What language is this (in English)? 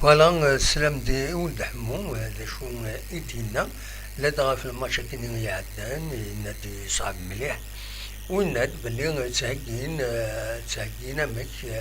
Kabyle